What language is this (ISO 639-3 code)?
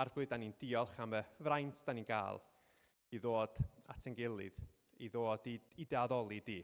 cym